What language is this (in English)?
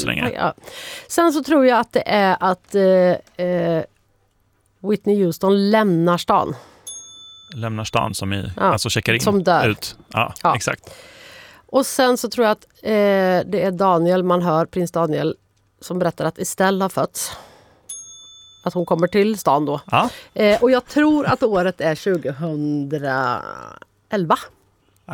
Swedish